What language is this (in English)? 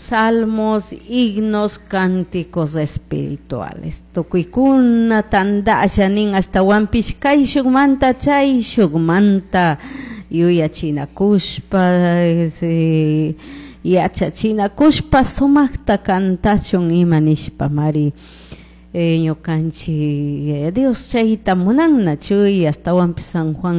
Chimborazo Highland Quichua